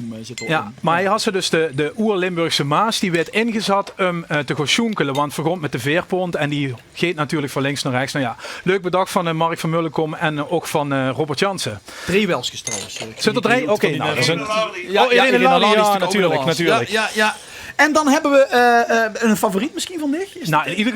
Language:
Limburgish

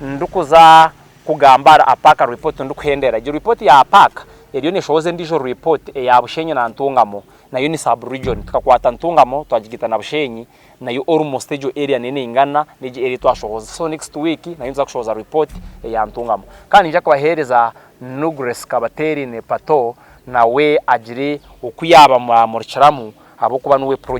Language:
Nyankole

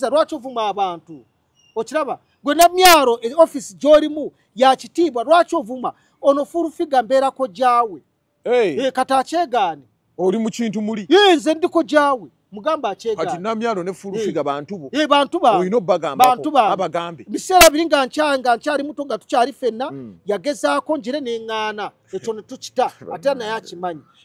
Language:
Ganda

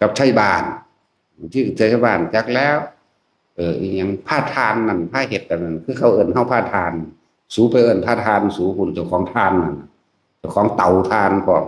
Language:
Northeastern Thai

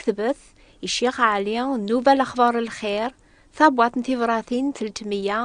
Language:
Kabyle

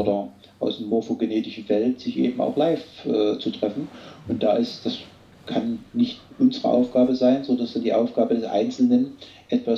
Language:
German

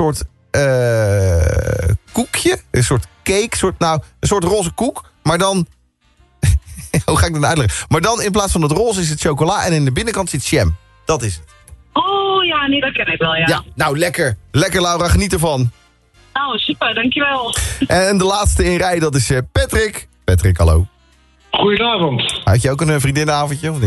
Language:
Dutch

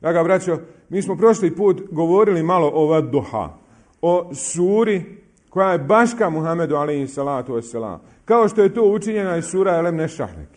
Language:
Bosnian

